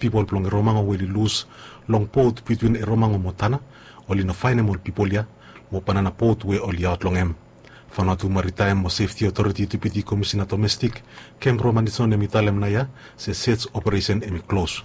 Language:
Bislama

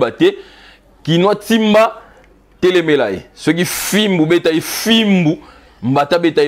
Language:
Lingala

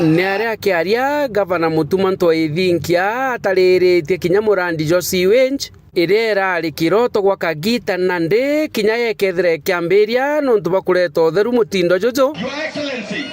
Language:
Meru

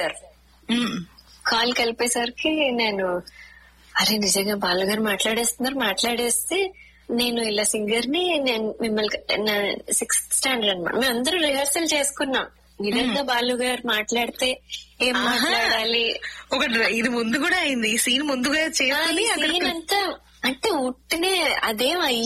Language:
Telugu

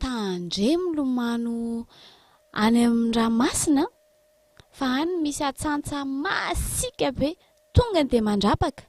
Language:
Malagasy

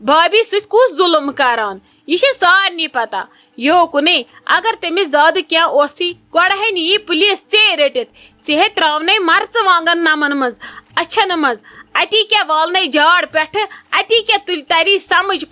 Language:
Kashmiri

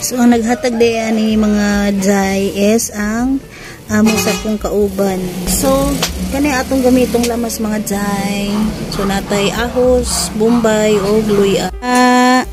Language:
Cebuano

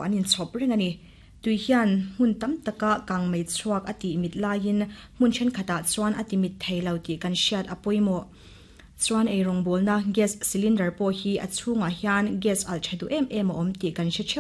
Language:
Mizo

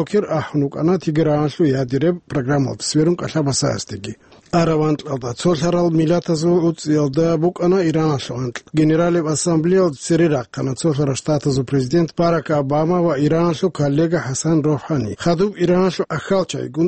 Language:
Avaric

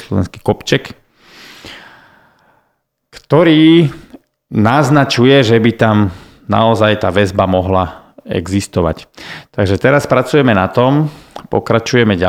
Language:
Slovak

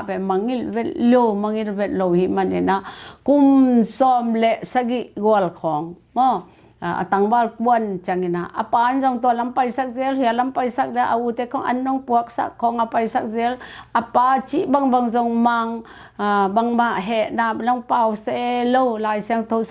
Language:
Tedim Chin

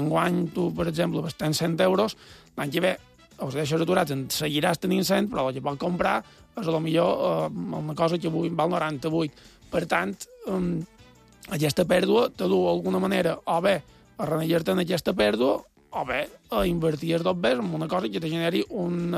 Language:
Catalan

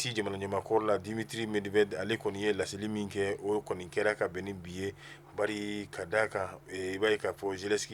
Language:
Bambara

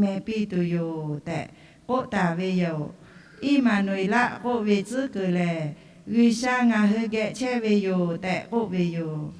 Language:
Lahu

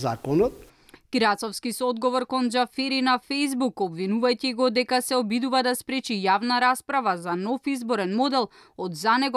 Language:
Macedonian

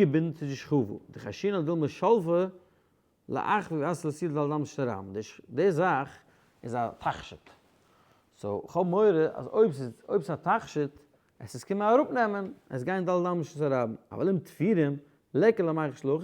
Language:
Yiddish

